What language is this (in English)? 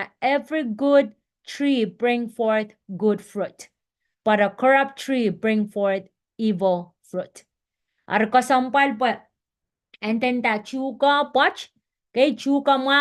Pohnpeian